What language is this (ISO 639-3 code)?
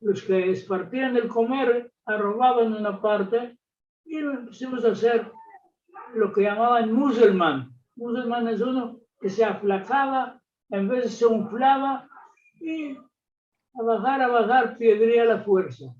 lad